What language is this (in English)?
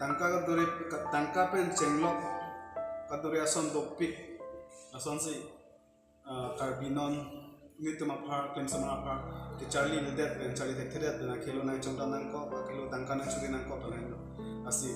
Karbi